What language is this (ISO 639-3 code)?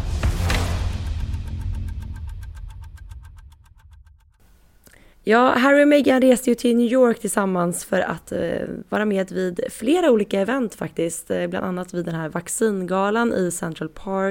swe